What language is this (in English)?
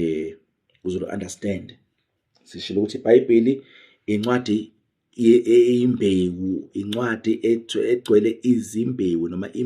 Zulu